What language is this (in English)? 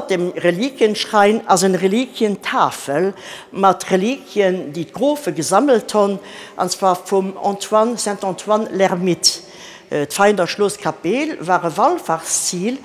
Luxembourgish